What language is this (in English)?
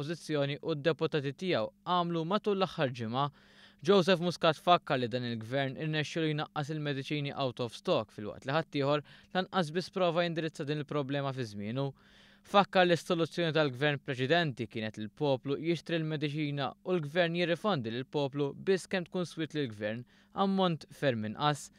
Maltese